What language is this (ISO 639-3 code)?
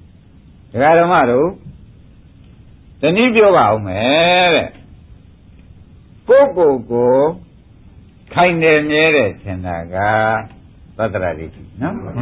mya